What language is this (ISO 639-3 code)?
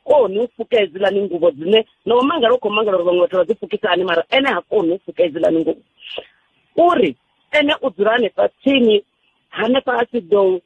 ven